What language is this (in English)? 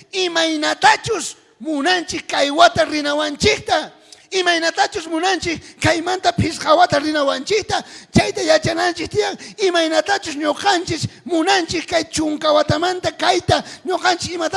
South Bolivian Quechua